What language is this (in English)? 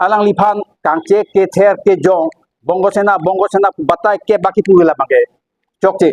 Karbi